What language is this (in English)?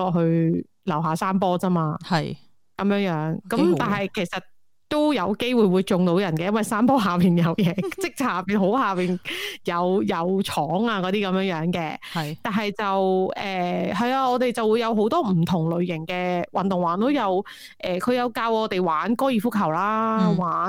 Cantonese